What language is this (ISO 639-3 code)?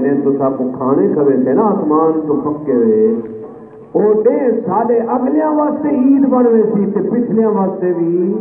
skr